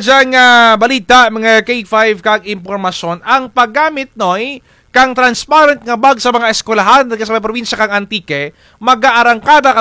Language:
Kinaray-a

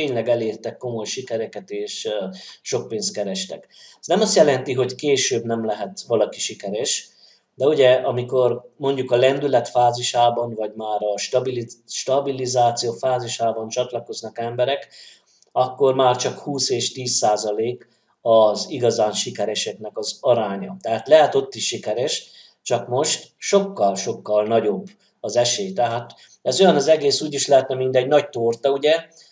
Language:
Hungarian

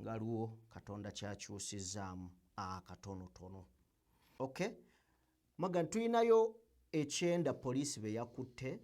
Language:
Ganda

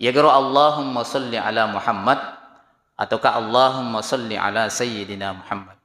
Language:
Buginese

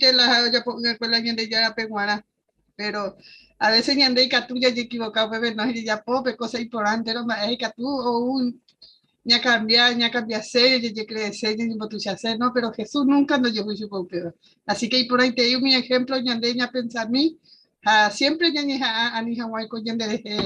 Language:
Guarani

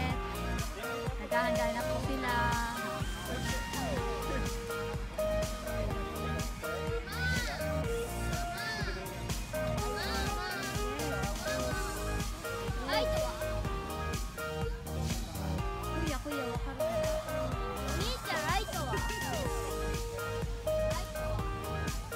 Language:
Filipino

